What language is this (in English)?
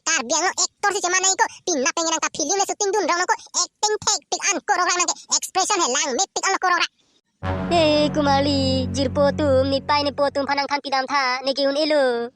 Karbi